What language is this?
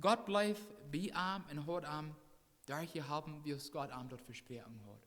Plautdietsch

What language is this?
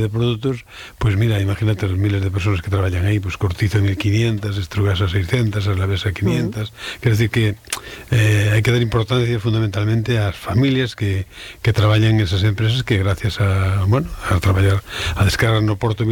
Galician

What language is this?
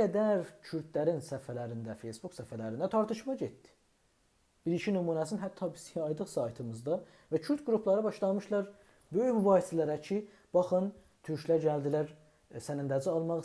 South Azerbaijani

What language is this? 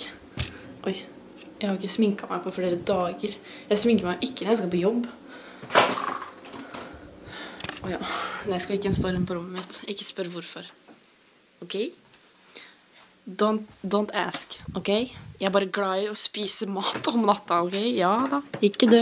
Norwegian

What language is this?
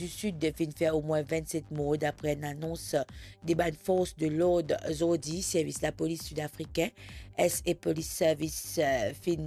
Morisyen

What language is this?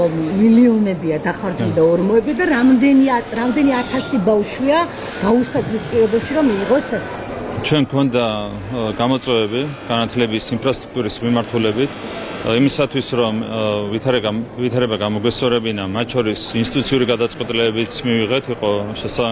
Georgian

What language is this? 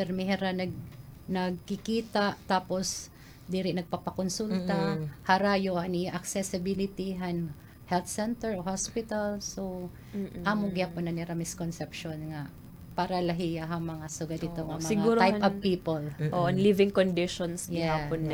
Waray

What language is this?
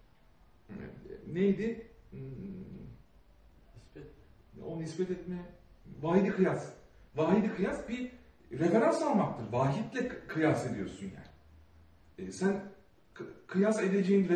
Turkish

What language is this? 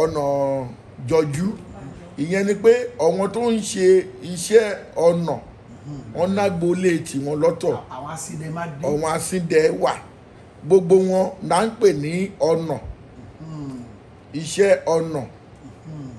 Yoruba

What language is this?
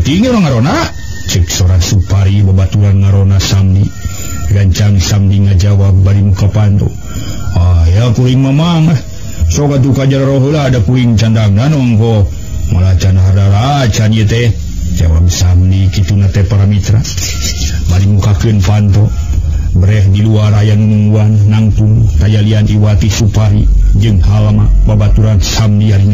Sundanese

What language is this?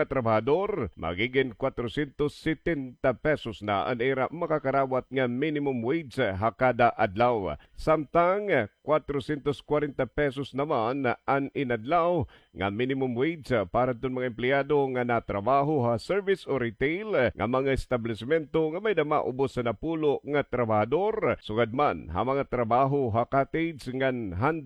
Waray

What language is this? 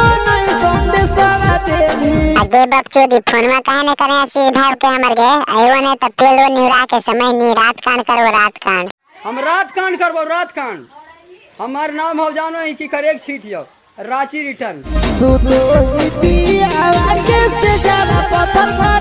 Magahi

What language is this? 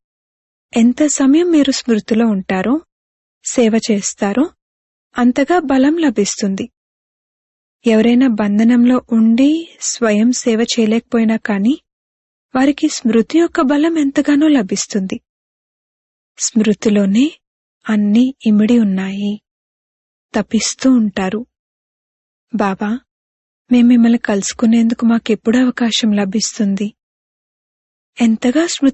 Telugu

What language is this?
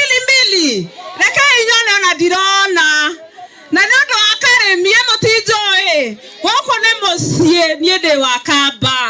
Kikuyu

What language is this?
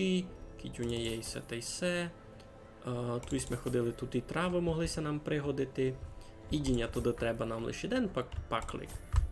Rusyn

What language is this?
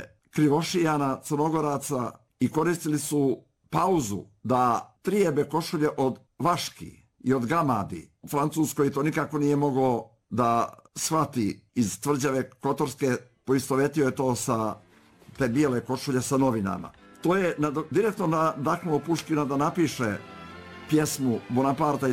Serbian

